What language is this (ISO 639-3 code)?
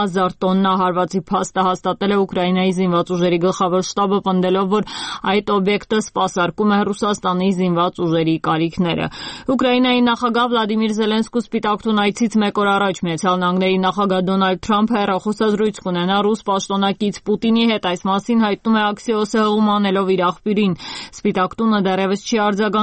hye